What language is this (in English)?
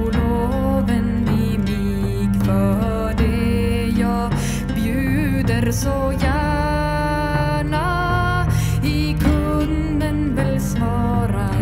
Swedish